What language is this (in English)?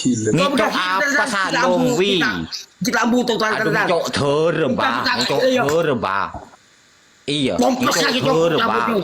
Madurese